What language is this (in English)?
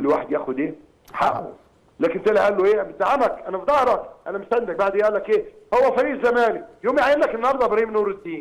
Egyptian Arabic